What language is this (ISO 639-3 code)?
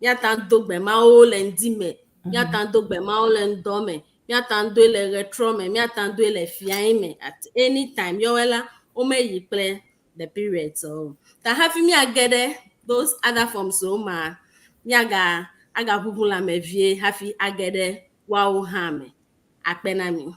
ewe